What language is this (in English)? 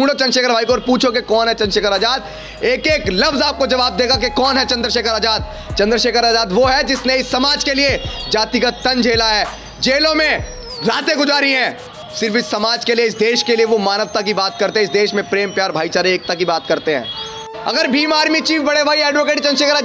Hindi